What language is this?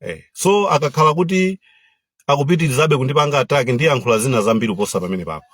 Nyanja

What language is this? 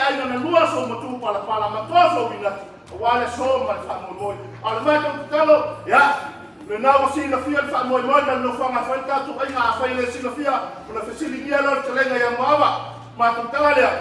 Samoan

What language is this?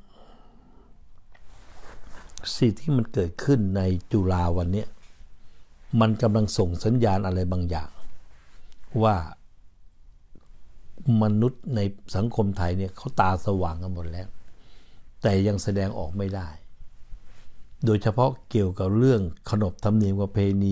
Thai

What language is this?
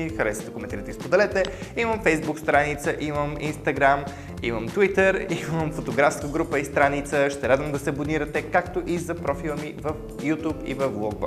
Bulgarian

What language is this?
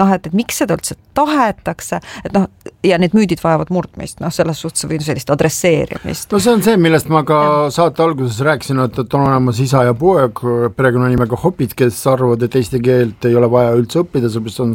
Estonian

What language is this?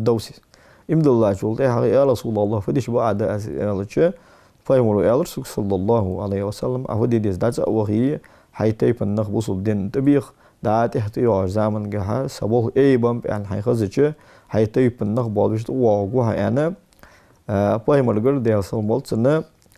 Ingush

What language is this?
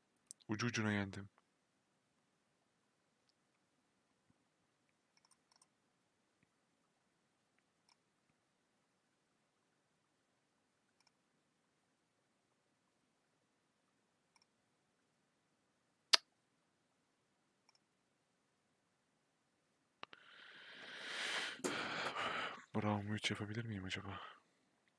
Turkish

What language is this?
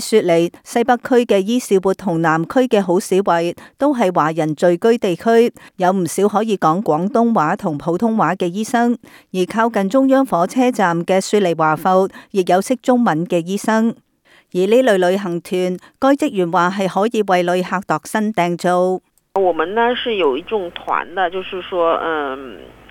Cantonese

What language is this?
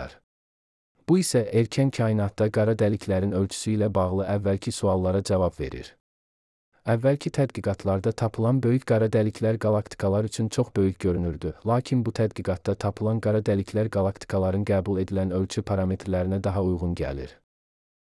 Azerbaijani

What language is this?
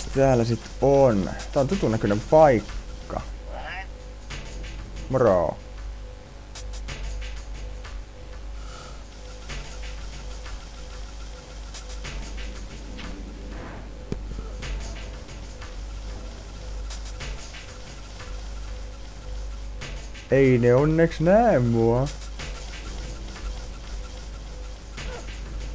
Finnish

